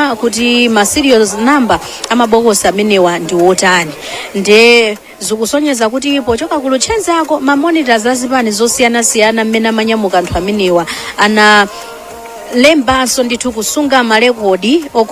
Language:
Nyanja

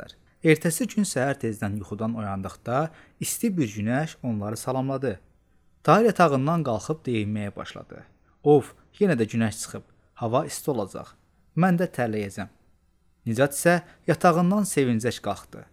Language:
Azerbaijani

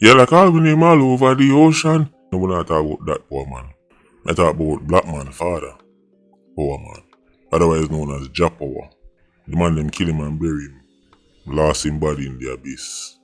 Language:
Jamaican Creole English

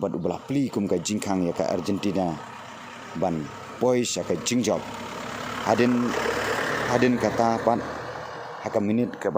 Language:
Khasi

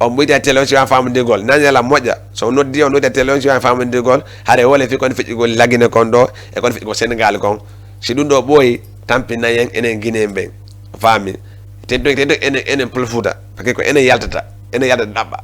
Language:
Fula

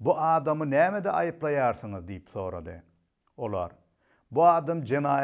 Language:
Turkmen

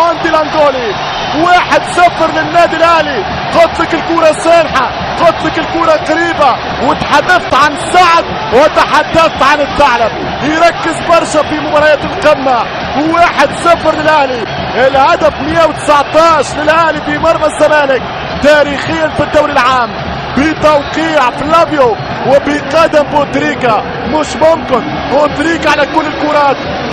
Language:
Egyptian Arabic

